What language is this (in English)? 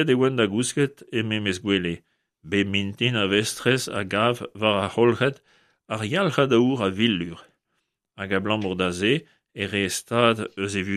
Breton